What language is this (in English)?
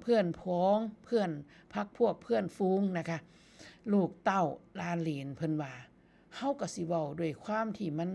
Northeastern Thai